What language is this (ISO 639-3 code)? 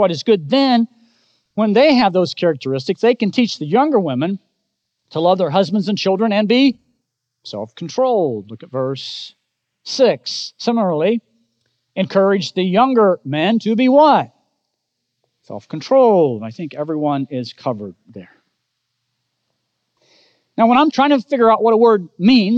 eng